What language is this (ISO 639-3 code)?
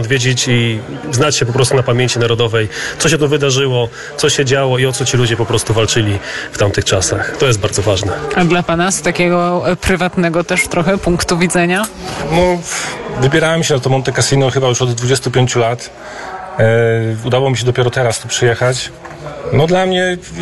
pol